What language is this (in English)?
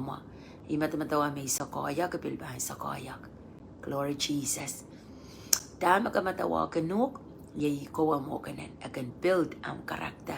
Pohnpeian